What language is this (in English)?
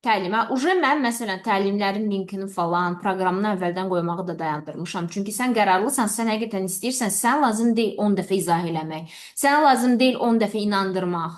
Azerbaijani